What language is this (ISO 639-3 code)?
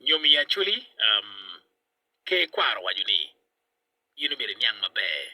ach